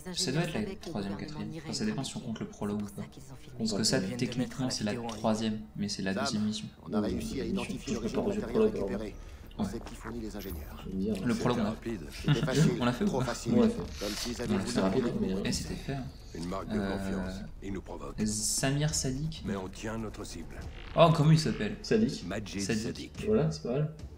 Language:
French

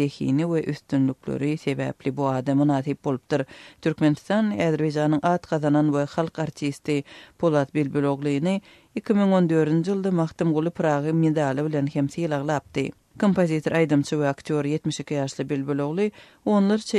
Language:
Turkmen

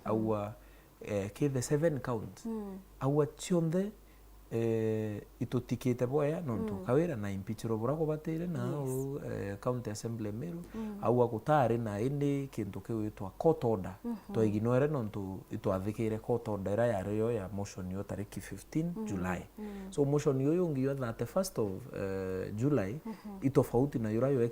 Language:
Meru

